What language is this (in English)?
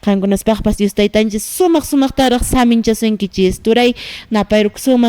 Quechua